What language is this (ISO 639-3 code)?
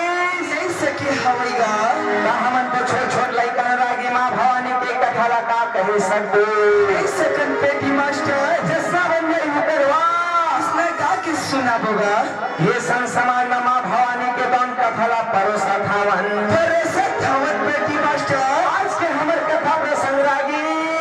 hne